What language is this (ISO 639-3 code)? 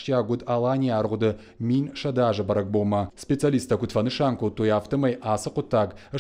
oss